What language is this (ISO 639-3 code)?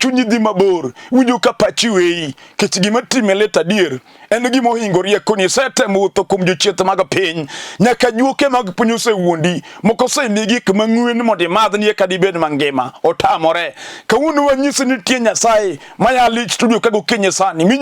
luo